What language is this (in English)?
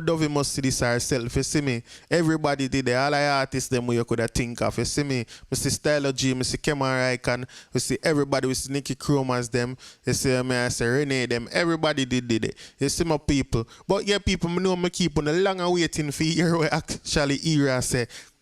Jamaican Creole English